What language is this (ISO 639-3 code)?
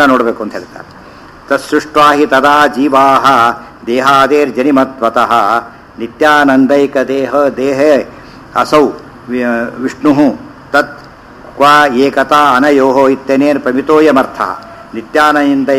kan